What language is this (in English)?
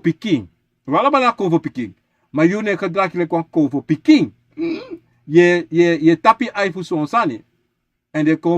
Sranan Tongo